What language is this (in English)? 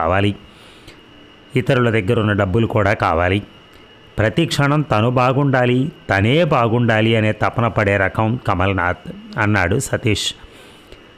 Telugu